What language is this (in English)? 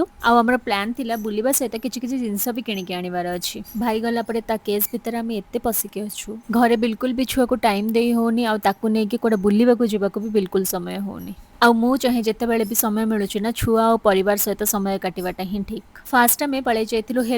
Odia